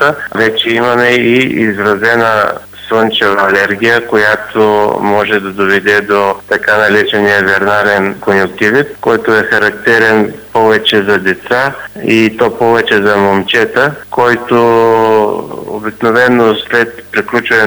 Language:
Bulgarian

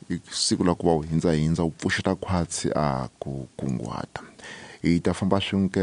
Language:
Tsonga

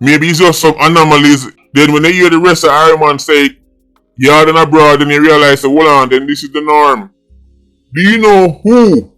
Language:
Jamaican Creole English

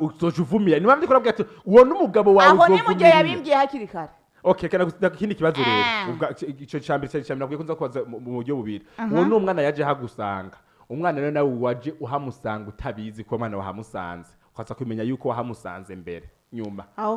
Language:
Rundi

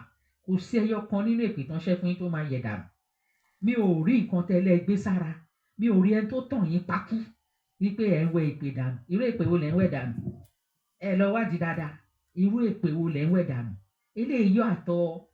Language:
Yoruba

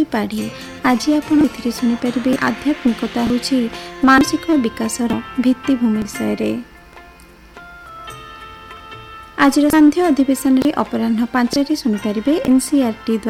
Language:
Odia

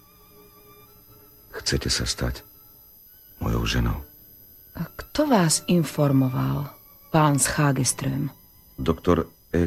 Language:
Slovak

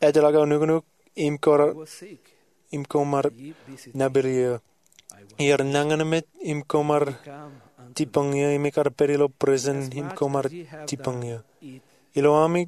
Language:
Marshallese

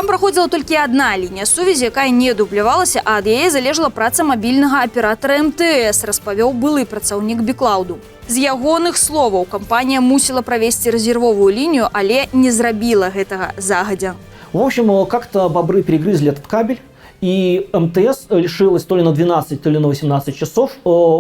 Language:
Belarusian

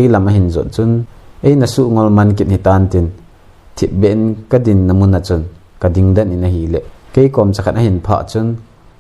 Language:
Thado Chin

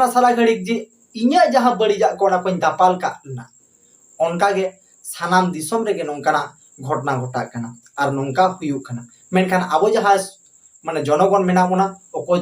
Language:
Santali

